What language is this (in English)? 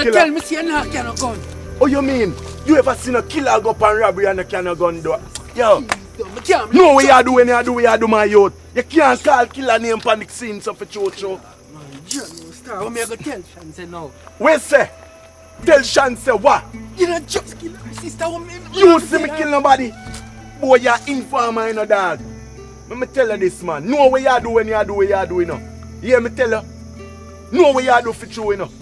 Jamaican Creole English